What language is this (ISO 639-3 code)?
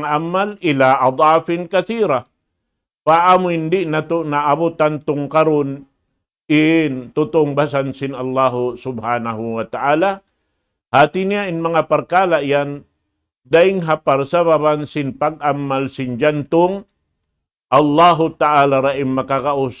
tsg